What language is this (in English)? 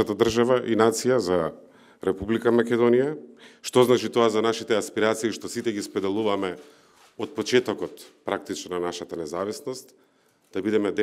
Macedonian